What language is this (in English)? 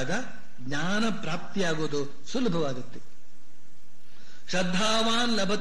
Kannada